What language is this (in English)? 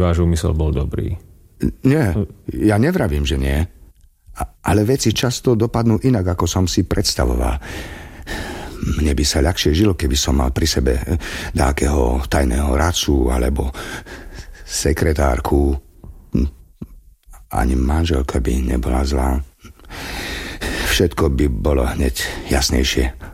Slovak